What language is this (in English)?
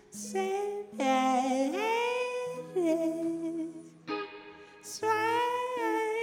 Icelandic